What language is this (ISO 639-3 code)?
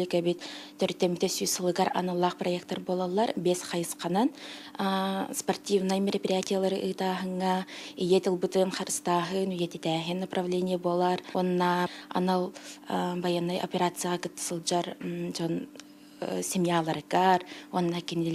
sah